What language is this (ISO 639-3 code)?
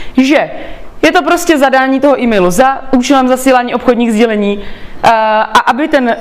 ces